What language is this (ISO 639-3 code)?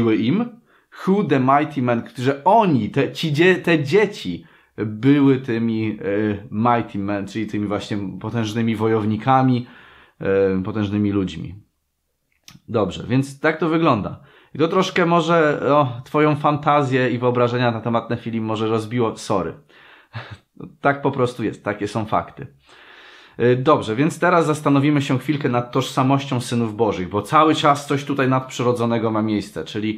pol